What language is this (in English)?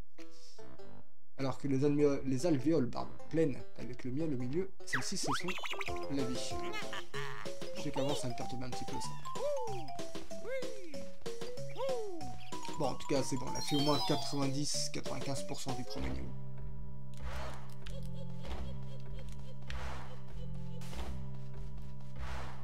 French